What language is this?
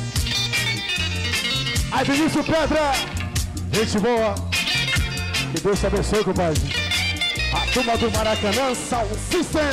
Portuguese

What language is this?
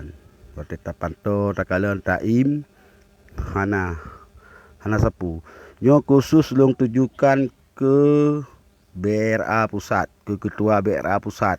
Achinese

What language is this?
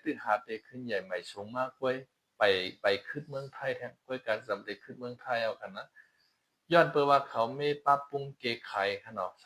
Shan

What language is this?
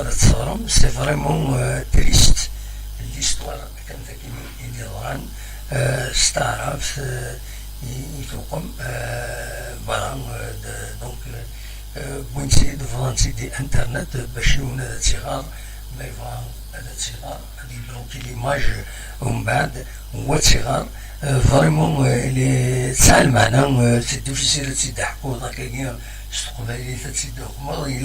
Kabyle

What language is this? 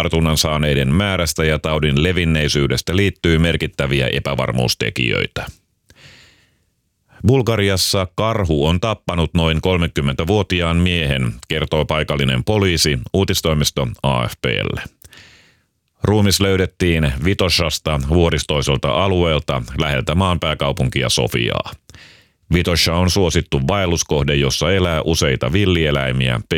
Finnish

